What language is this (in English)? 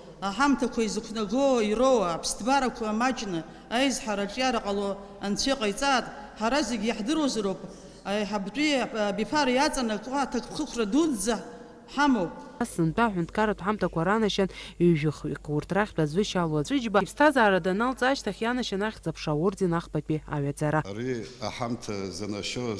Abkhazian